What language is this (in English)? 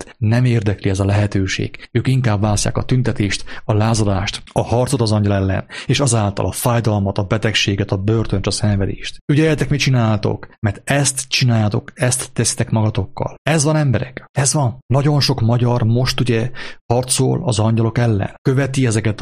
Hungarian